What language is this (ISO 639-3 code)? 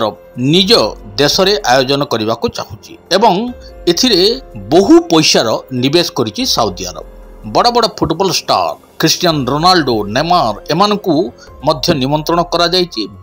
ori